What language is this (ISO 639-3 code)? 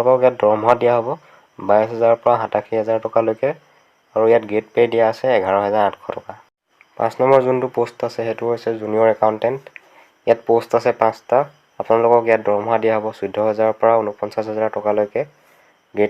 asm